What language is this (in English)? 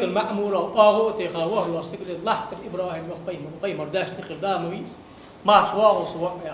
Ingush